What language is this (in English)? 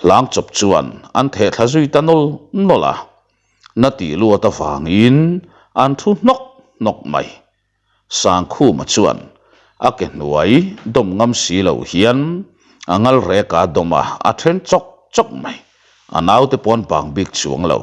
Mizo